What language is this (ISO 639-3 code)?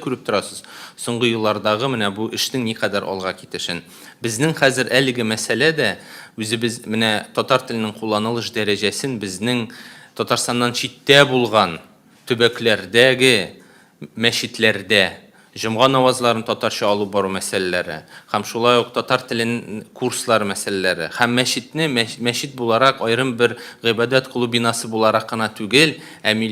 tat